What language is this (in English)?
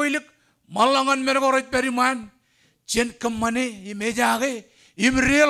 Marshallese